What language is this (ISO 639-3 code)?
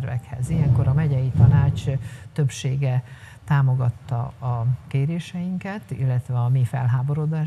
hun